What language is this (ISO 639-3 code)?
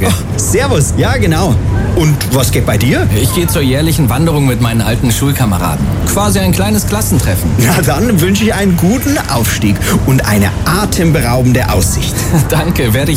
deu